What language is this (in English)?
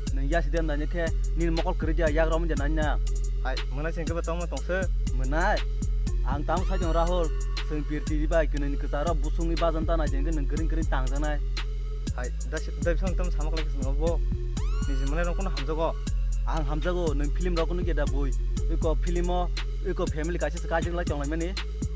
Kok Borok